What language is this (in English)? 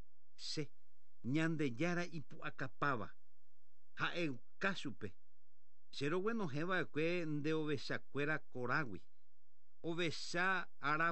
Guarani